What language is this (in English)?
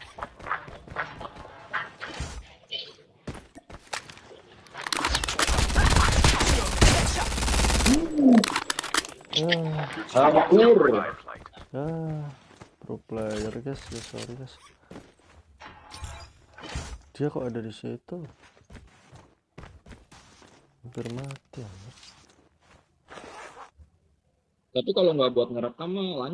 Indonesian